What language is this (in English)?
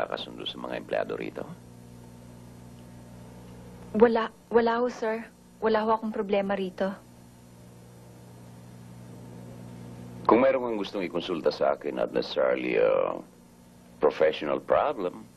Filipino